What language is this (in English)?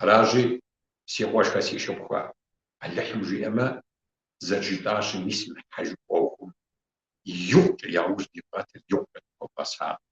Kabardian